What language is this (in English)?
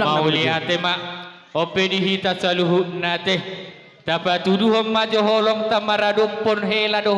Batak Toba